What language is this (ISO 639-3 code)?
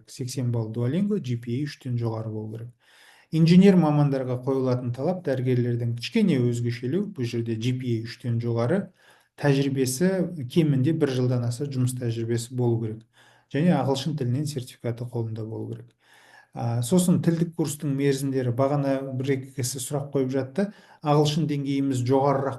kaz